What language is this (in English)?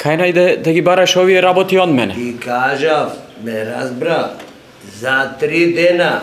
Macedonian